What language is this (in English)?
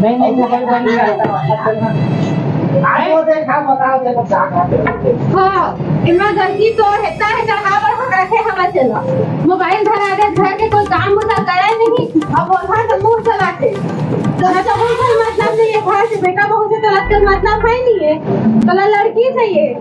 Chhattisgarhi